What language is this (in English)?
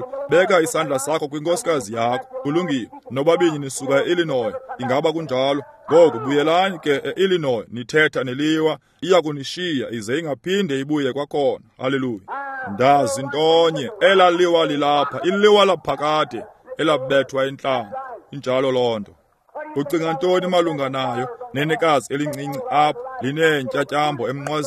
Xhosa